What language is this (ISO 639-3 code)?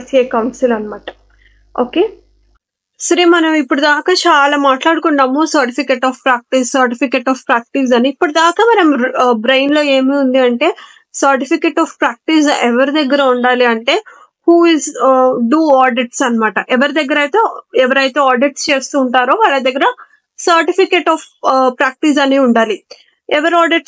tel